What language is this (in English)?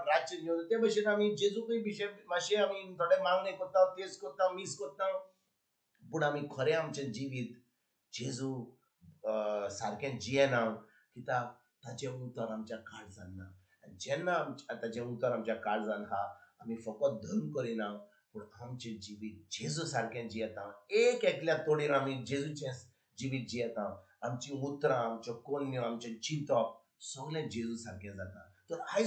Konkani